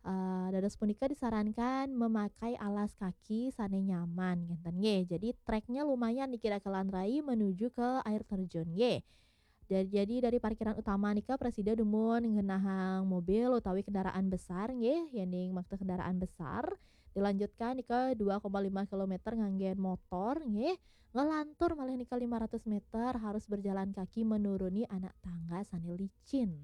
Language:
Balinese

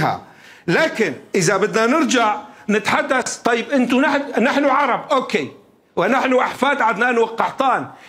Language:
Mesopotamian Arabic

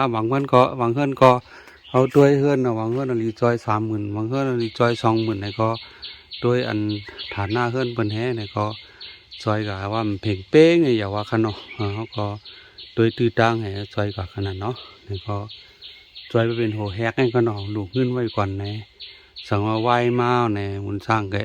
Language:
Shan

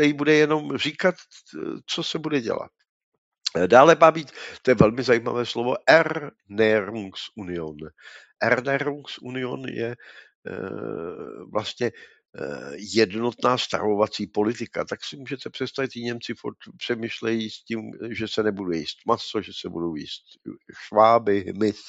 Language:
Czech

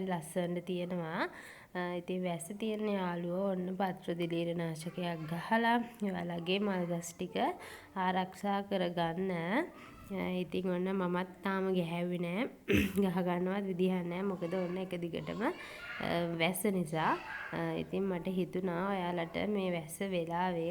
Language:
Sinhala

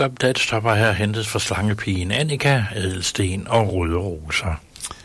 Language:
Danish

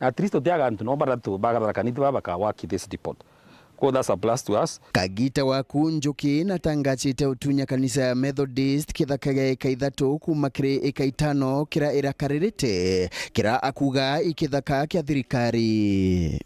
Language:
Meru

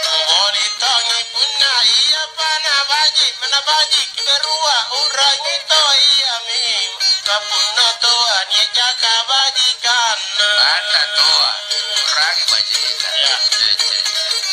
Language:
Makasar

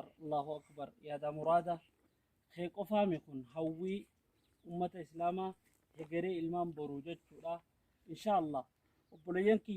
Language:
Oromo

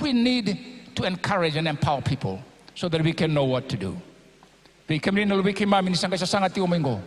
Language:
Fijian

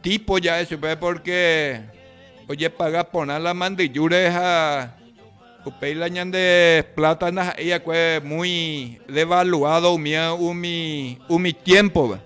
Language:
Guarani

